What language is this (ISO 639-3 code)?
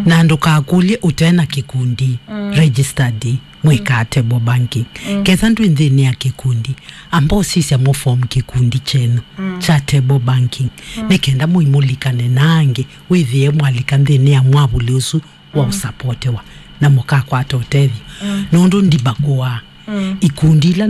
kam